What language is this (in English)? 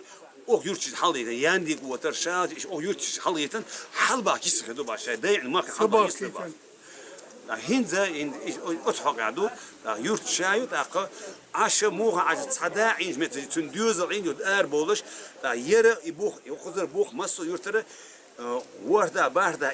Chechen